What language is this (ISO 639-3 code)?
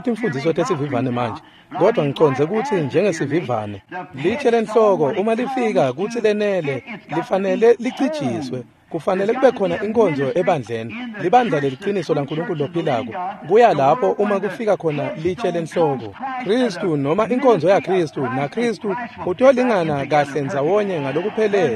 ssw